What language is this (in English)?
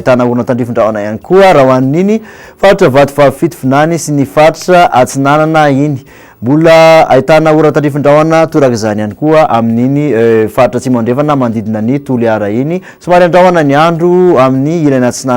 Malagasy